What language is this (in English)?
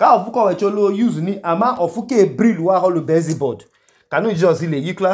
Idoma